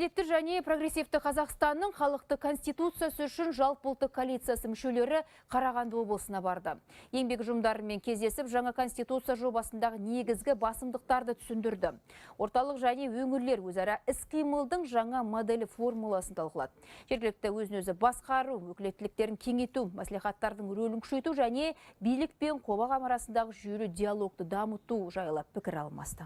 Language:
Kazakh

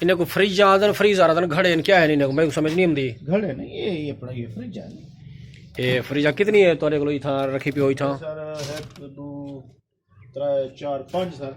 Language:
Saraiki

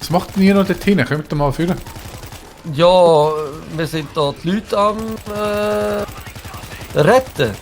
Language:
Swiss German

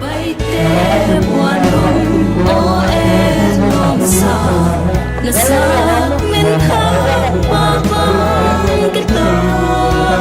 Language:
Paite Chin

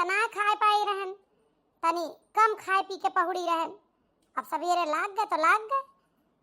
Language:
Awadhi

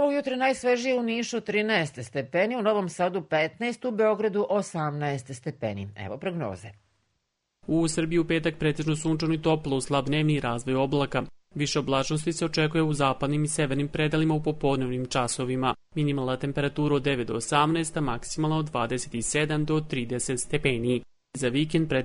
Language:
Serbian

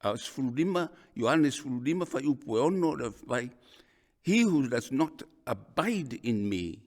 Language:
Samoan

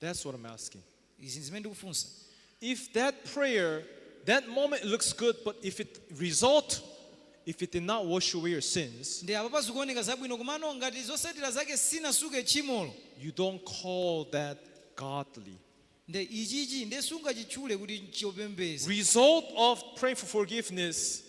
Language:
Nyanja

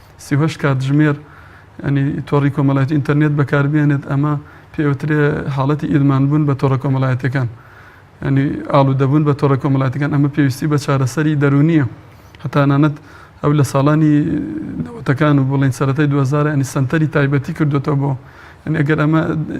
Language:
Central Kurdish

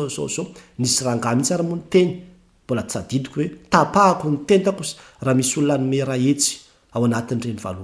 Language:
Malagasy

